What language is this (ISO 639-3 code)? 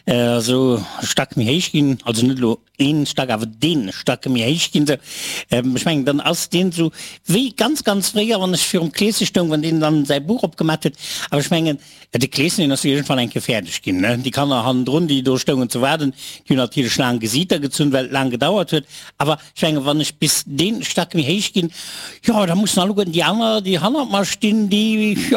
ltz